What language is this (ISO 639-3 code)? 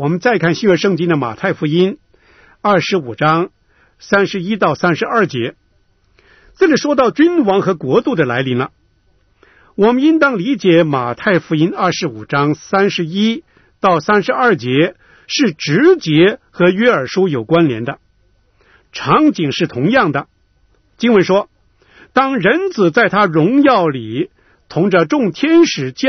zho